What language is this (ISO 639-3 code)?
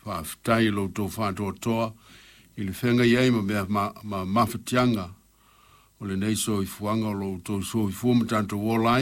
smo